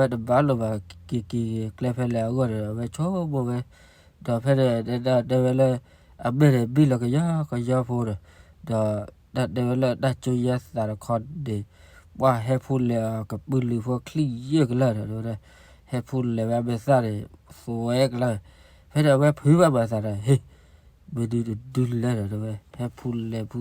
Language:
S'gaw Karen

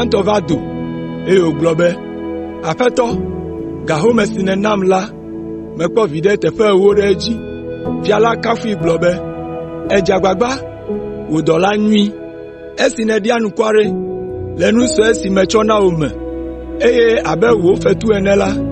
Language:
Ewe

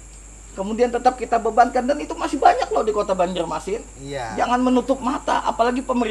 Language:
Banjar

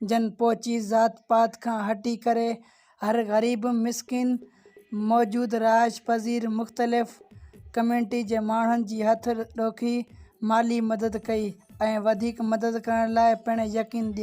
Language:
Sindhi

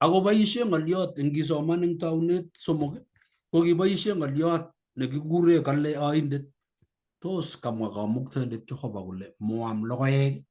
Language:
Kalenjin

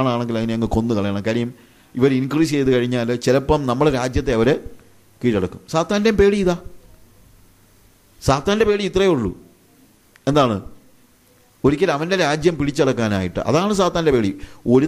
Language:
Malayalam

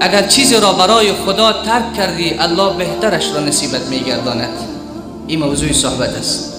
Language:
Persian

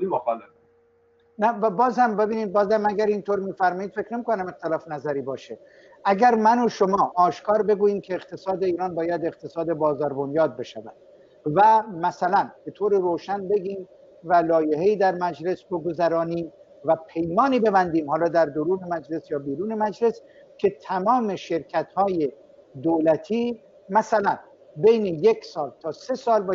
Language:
Persian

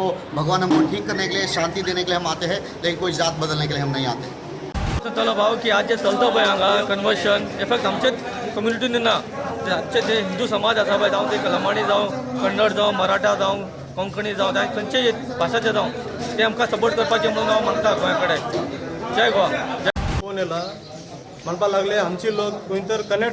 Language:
Konkani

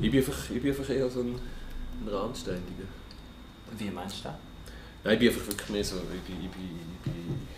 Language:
Swiss German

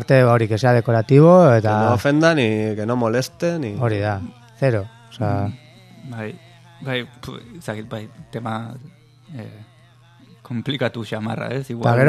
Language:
Basque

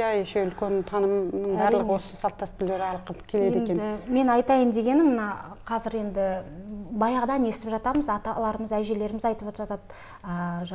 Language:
Kazakh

